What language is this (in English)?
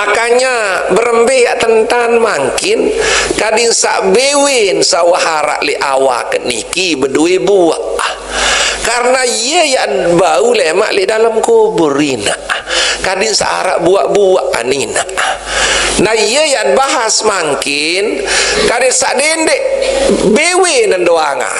Sasak